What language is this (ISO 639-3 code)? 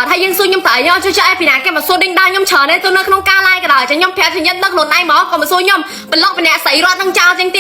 khm